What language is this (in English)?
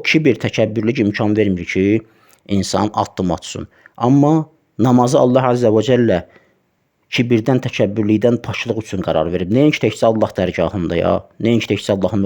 Azerbaijani